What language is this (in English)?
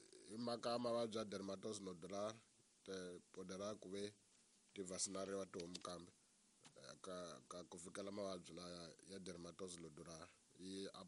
Tsonga